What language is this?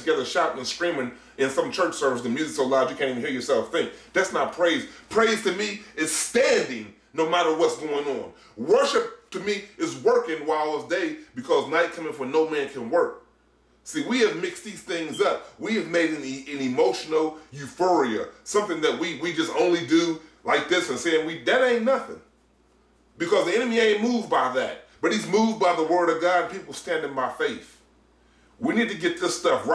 English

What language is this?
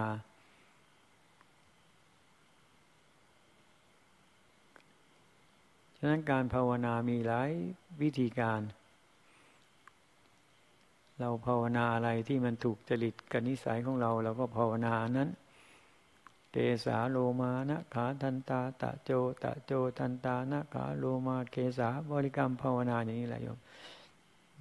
Thai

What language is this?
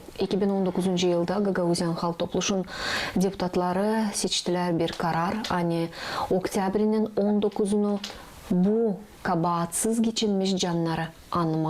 Gagauz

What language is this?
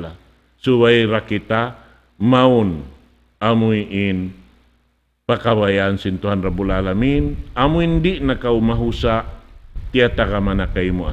Tausug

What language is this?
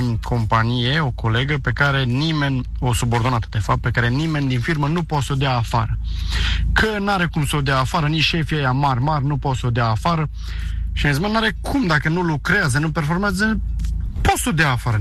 Romanian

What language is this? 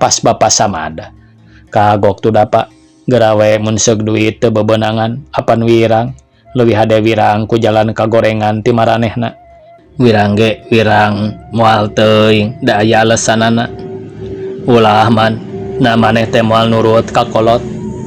Sundanese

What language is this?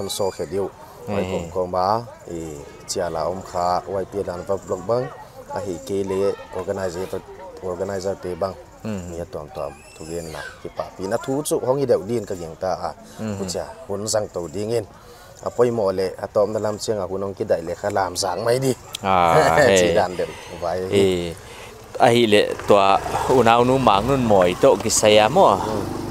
Paite Chin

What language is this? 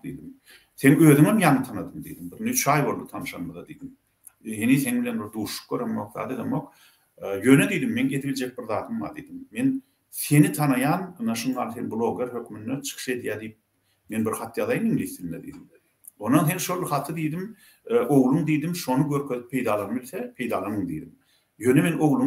Turkmen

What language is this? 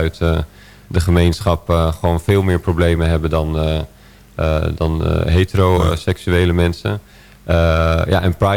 Dutch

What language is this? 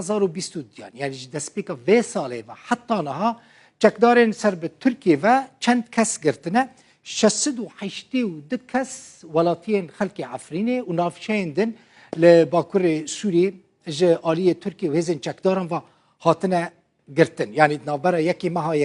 Kurdish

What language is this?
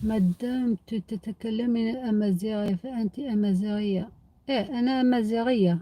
Algerian Arabic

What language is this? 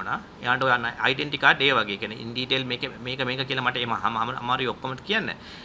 Sinhala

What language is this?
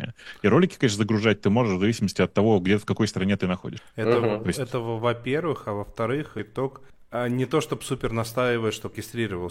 Russian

